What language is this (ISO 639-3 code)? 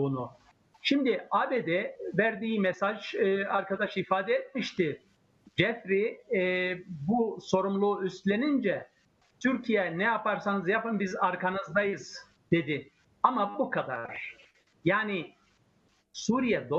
tur